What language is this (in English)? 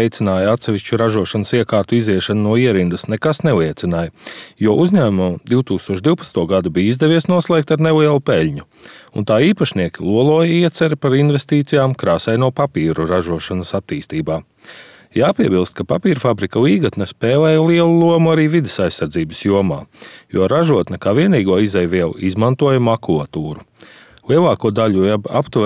Latvian